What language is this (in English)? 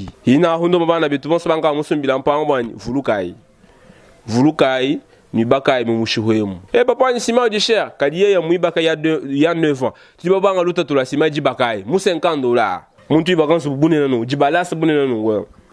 Luba-Lulua